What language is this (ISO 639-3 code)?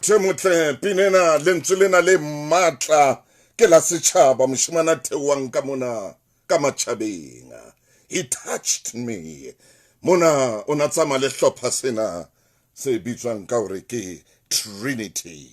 sot